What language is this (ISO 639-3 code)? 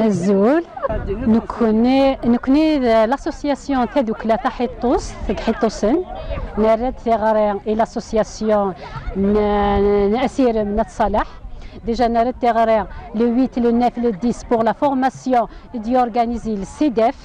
kab